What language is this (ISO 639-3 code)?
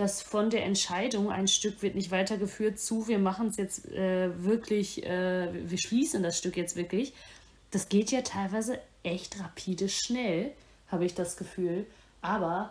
deu